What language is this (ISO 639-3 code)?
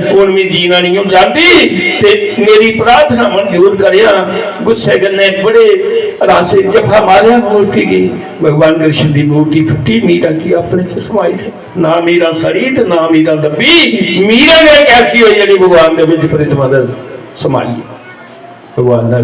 doi